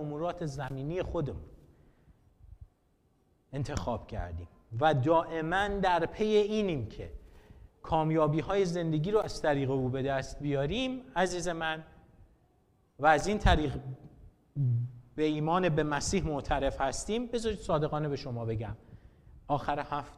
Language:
Persian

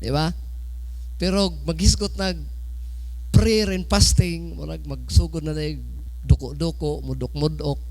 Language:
Cebuano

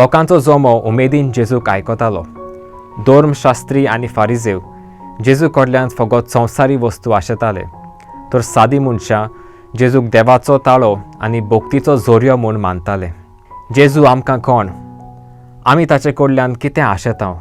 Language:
Konkani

